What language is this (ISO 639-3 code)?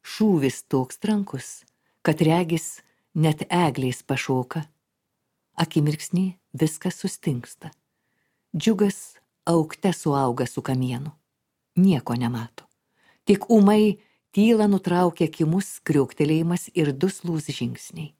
lit